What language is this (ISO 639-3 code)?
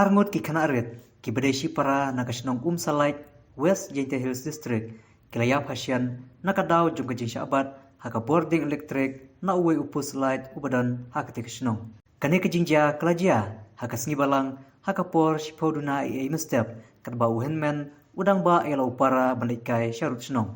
kha